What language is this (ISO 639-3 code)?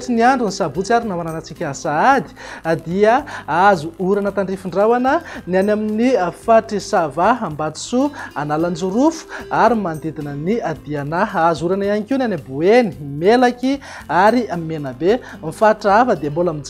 mlg